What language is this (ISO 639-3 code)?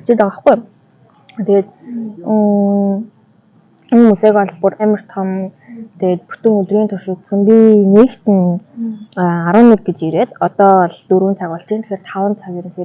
mon